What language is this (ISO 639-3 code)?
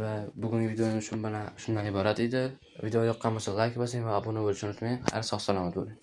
uzb